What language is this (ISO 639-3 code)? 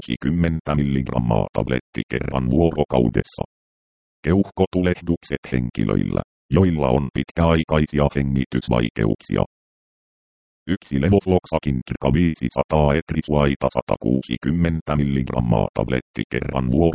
fin